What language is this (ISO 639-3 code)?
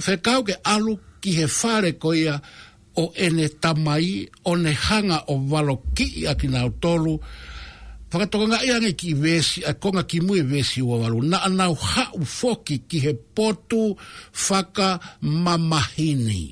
ton